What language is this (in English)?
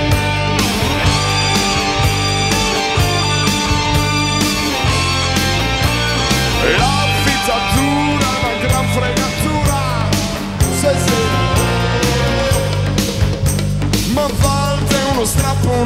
Italian